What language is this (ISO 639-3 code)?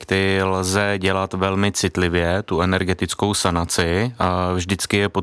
ces